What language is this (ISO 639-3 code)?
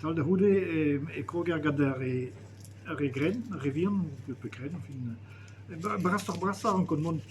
bre